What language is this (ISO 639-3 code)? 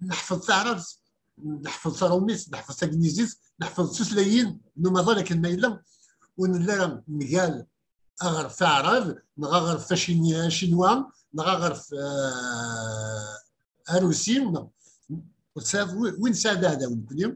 kab